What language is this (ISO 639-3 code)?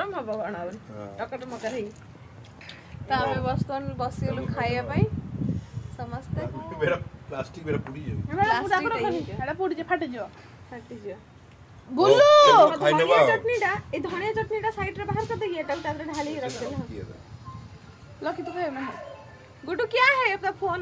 ori